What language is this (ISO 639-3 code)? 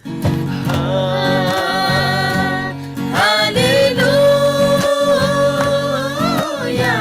taj